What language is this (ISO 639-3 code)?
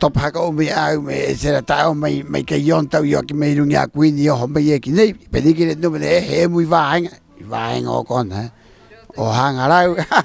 rap